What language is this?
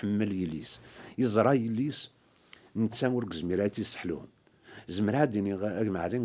Kabyle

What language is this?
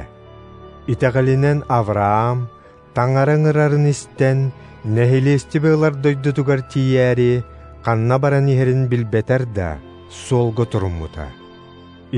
Yakut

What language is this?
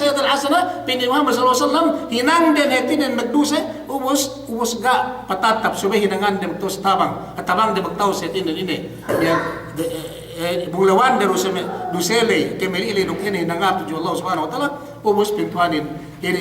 Yakan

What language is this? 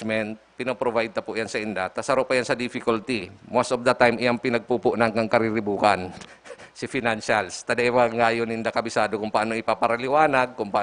Bikol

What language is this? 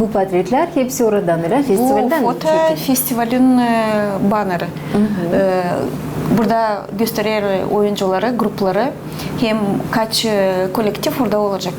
Gagauz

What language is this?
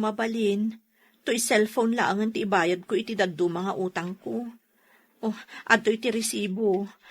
Iloko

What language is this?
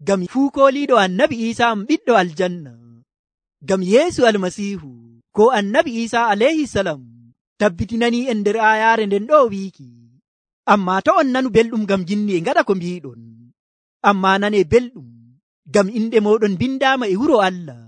Nigerian Fulfulde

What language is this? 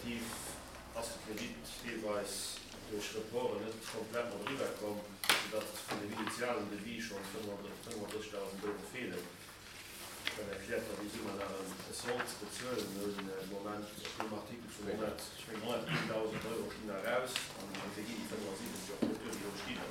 Luxembourgish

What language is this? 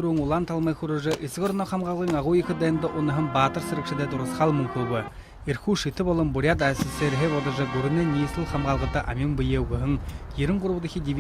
Buriat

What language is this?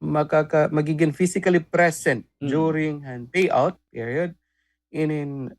Waray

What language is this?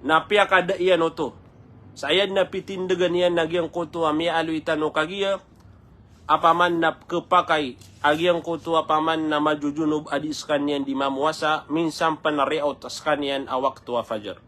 Maranao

